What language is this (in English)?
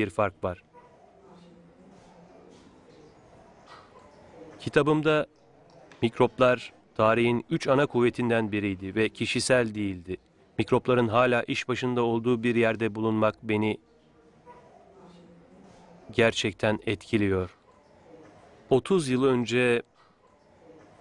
Turkish